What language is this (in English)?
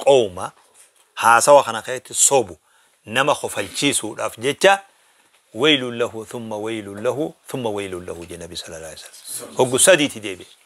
Oromo